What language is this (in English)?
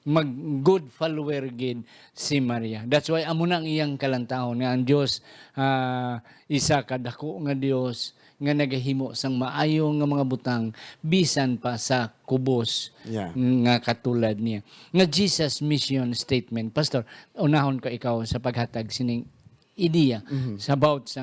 Hiligaynon